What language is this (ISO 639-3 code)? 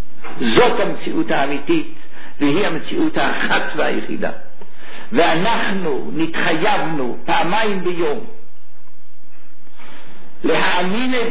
heb